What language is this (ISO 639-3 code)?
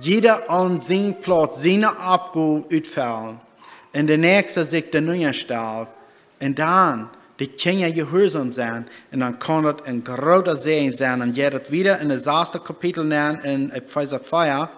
pdt